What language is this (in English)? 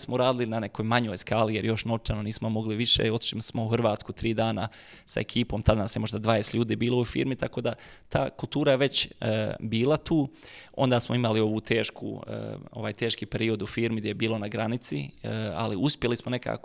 Bosnian